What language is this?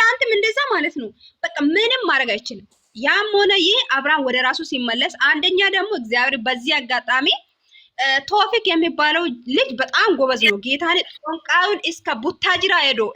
Amharic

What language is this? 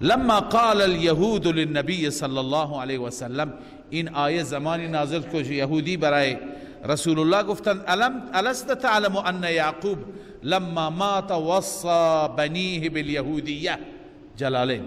Persian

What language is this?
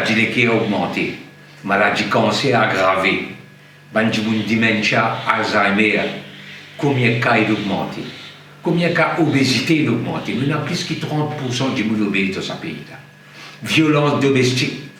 Morisyen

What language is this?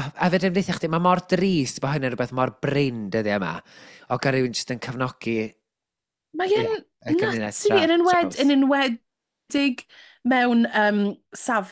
Welsh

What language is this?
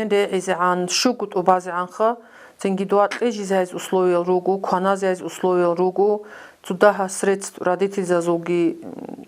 Avaric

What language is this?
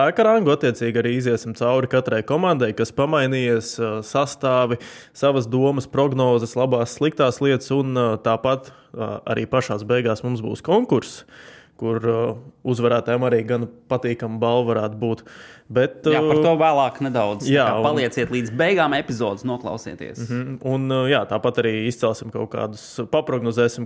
Latvian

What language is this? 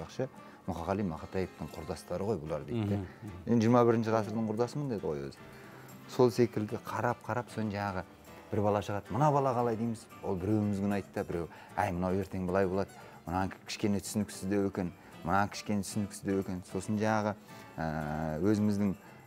Kazakh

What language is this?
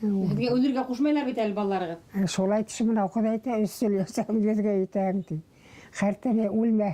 Bashkir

